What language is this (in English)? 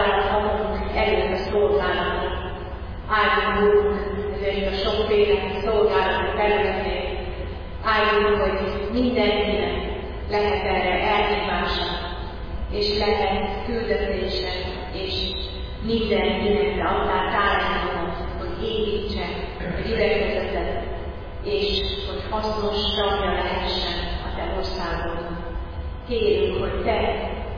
Hungarian